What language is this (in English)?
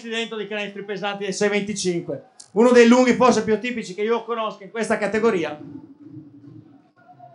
Italian